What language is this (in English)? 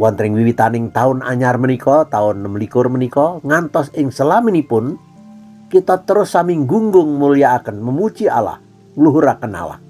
Javanese